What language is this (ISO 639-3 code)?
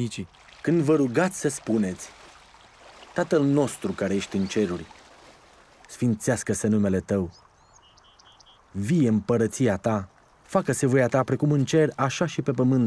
ron